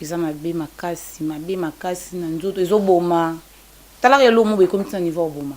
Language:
Lingala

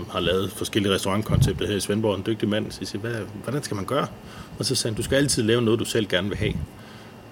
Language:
Danish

